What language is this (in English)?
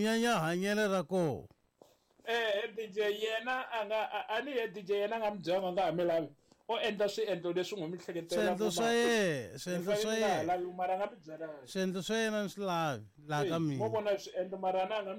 Tsonga